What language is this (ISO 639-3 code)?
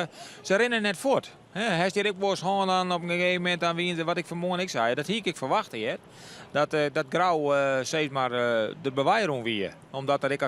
fry